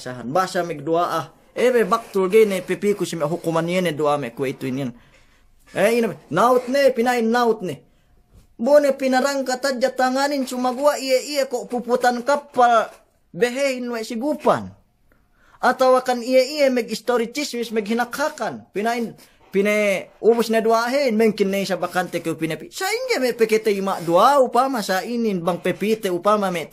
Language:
Yakan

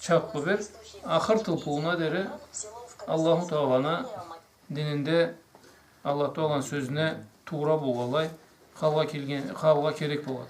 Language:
Karachay-Balkar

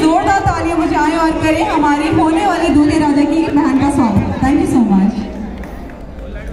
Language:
Hindi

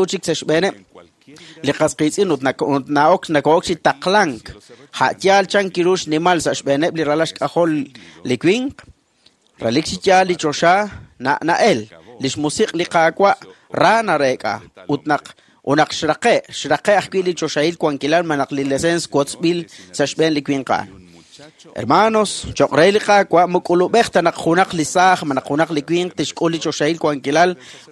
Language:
Kekchí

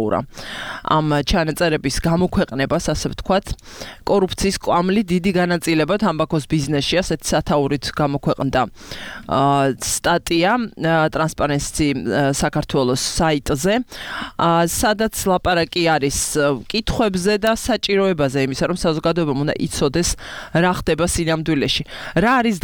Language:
Georgian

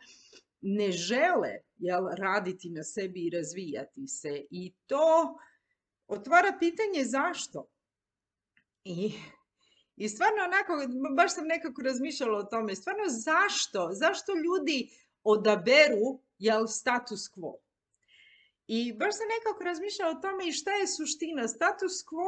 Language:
Croatian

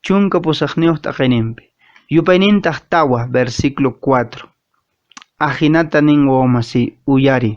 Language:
Quechua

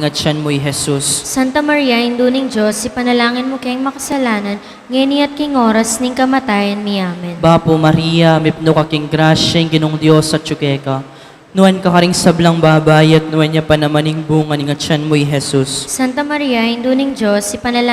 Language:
Pampanga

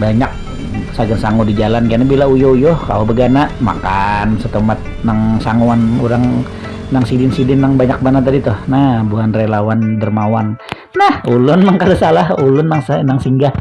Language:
Banjar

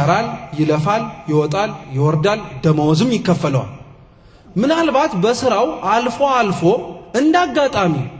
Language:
Amharic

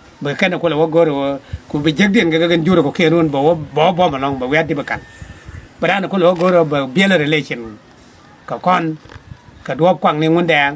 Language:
Nuer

